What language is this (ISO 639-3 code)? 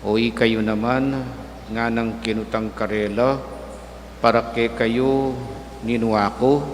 pam